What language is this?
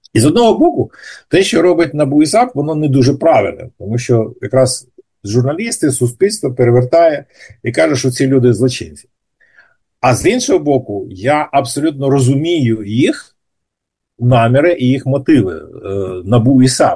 Ukrainian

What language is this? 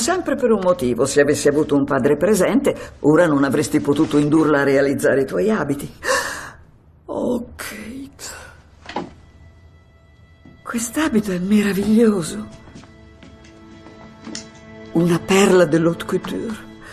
Italian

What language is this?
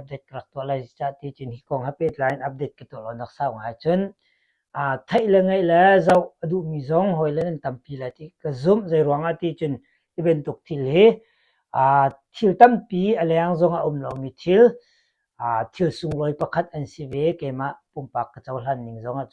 Hakha Chin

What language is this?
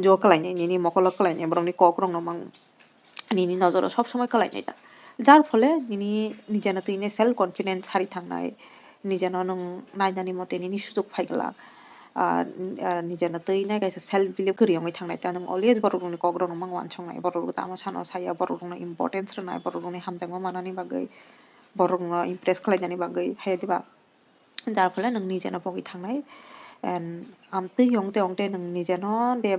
Kok Borok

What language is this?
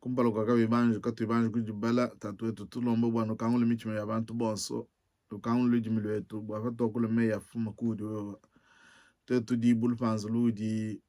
Luba-Lulua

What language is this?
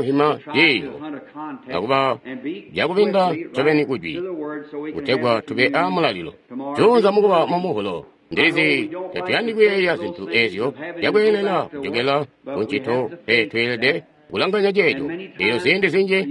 Tonga (Zambia)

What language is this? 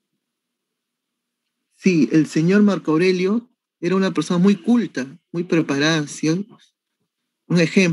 Spanish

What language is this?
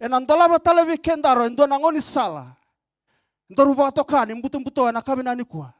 Fijian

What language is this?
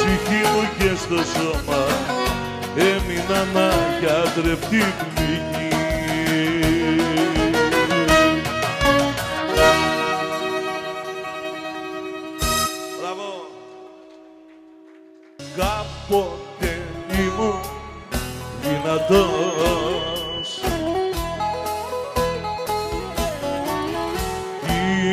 Greek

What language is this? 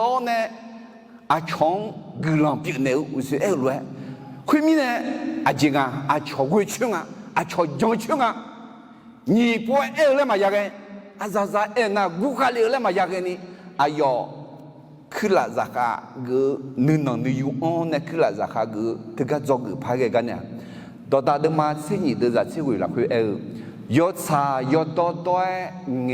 Akha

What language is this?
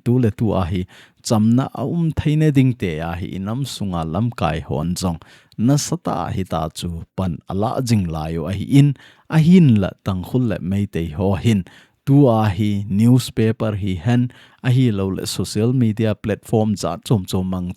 Thado Chin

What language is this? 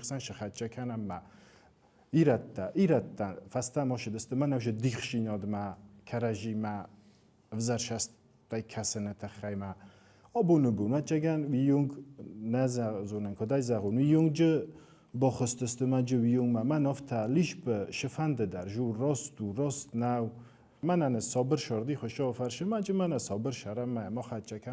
Ossetic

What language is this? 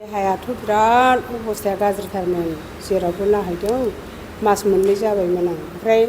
Bodo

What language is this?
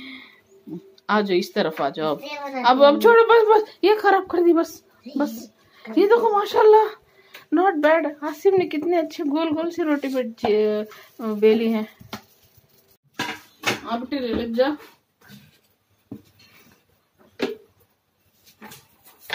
Hindi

